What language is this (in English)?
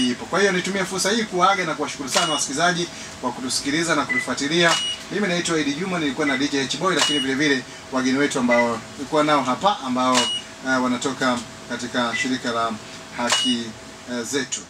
Swahili